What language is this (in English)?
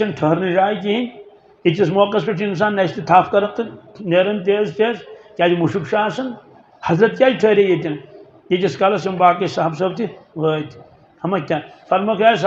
Kashmiri